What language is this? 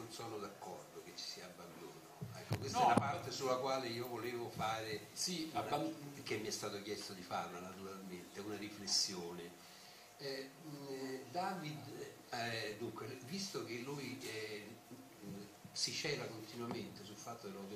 Italian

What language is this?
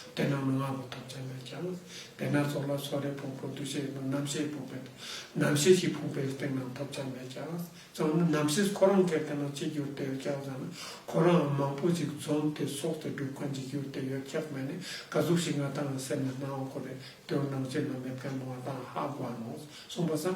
Ladakhi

